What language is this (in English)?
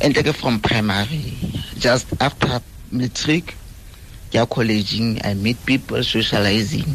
Tswana